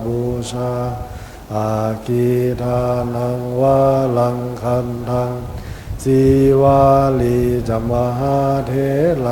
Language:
Pali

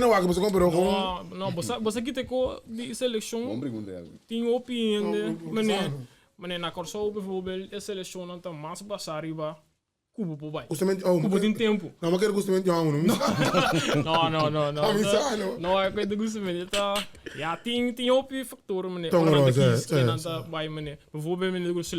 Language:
Papiamento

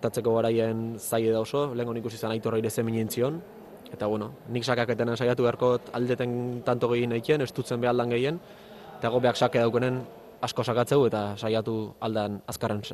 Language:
Basque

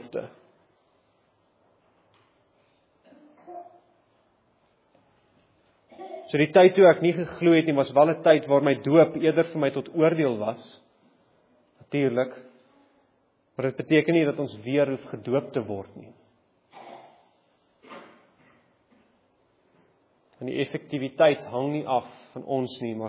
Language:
Afrikaans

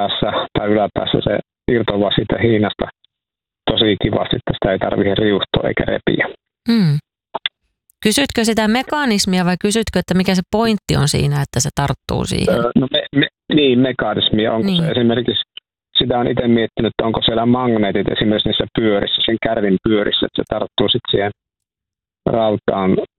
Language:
Finnish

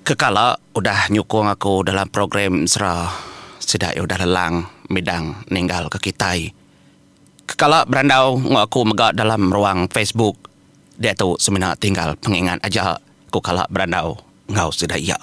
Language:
Iban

